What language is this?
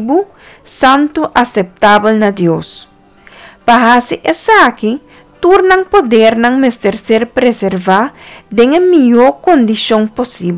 Papiamento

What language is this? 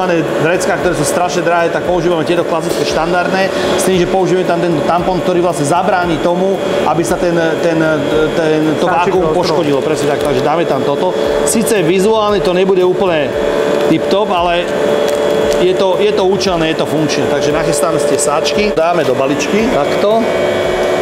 Slovak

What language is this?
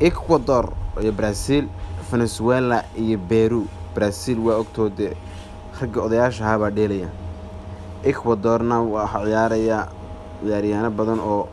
Somali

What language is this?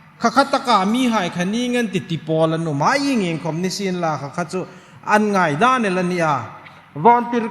Hmar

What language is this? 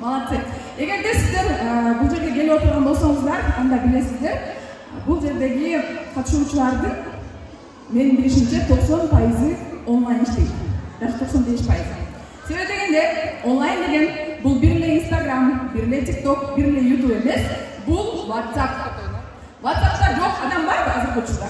Kyrgyz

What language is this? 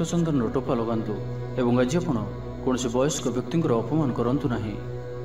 Odia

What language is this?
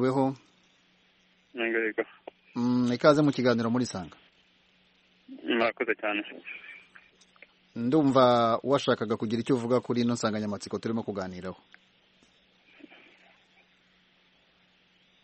Kinyarwanda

